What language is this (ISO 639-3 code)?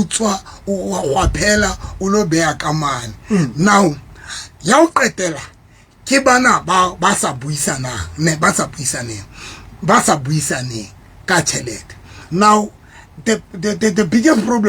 sot